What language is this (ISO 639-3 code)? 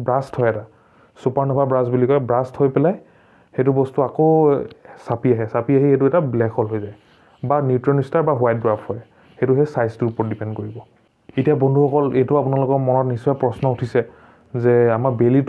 asm